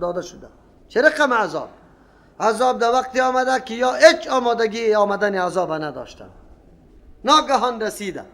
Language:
Persian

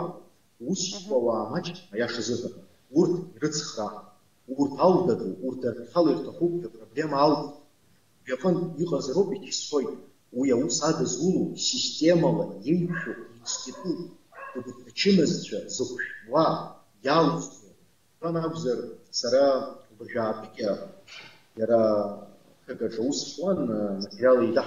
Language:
Abkhazian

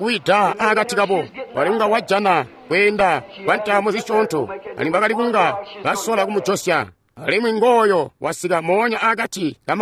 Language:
Tonga (Zambia)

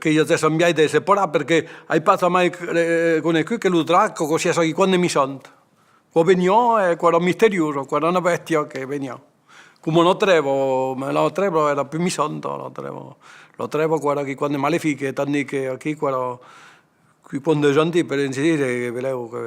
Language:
Occitan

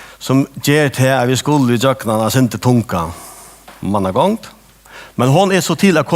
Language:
Faroese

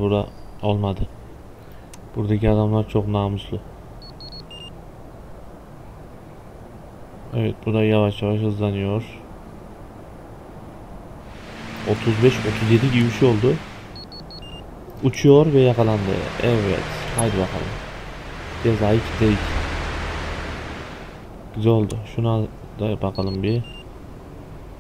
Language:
Turkish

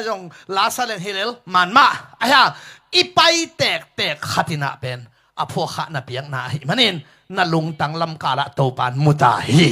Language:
Tedim Chin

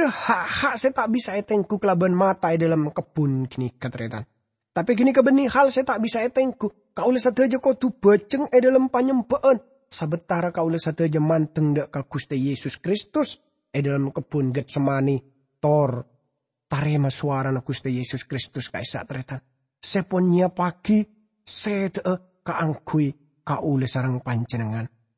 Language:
Madurese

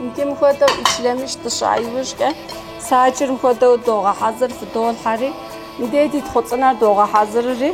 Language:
Kabardian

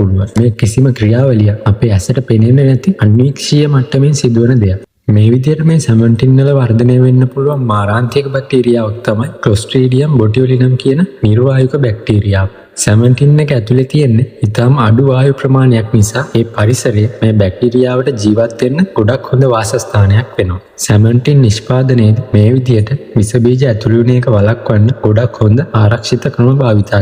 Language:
Sinhala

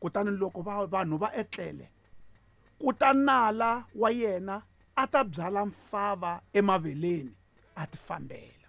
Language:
Tsonga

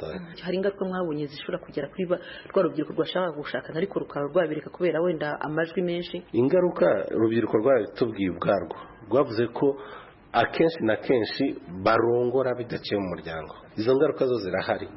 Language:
Kinyarwanda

